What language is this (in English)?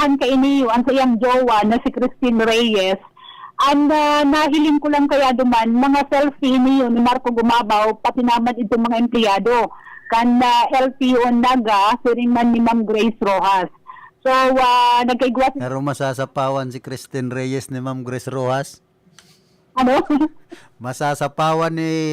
Bikol